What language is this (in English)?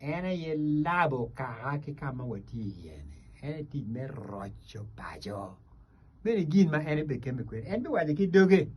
Acoli